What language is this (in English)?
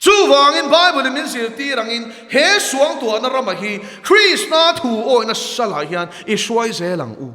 Mizo